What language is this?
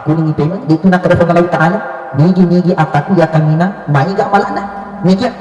Buginese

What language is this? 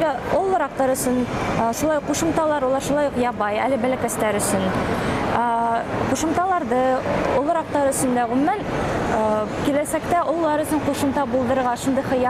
Bashkir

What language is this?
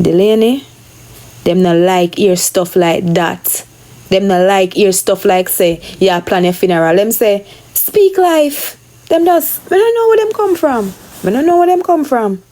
Jamaican Creole English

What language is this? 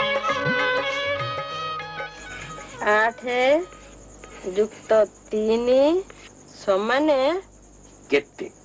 Odia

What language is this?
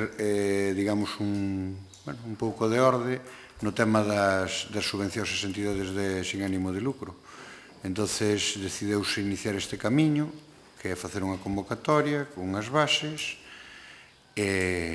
Galician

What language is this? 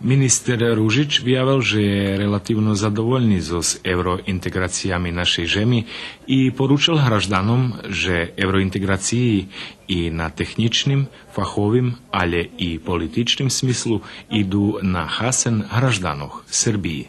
Rusyn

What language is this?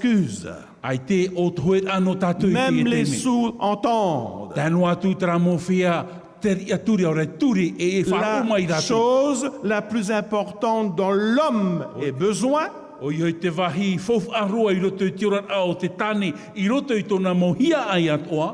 Tahitian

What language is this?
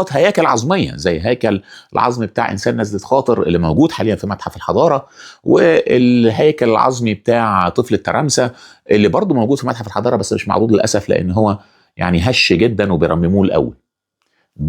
Egyptian Arabic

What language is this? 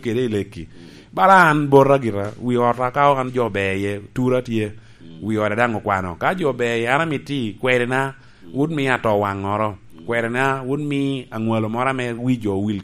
Lango (Uganda)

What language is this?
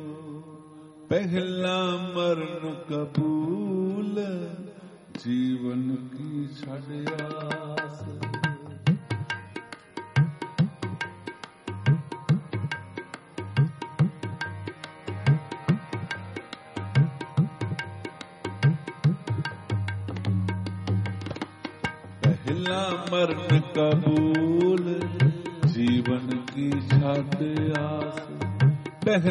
Punjabi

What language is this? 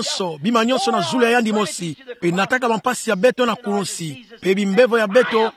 Kituba (Democratic Republic of Congo)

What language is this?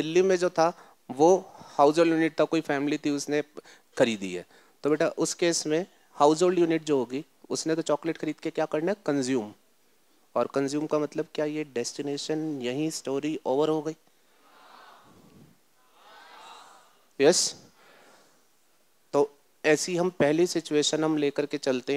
Hindi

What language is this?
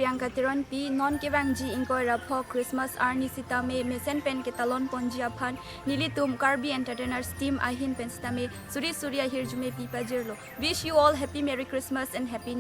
Karbi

